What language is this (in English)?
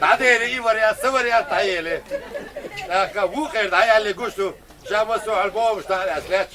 Chechen